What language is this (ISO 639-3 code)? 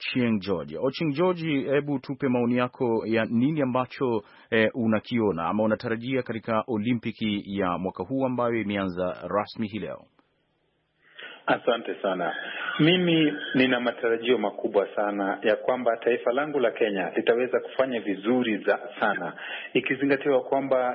swa